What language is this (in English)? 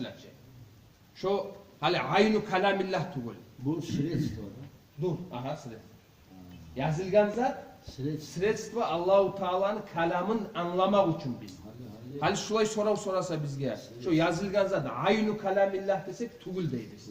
Kumyk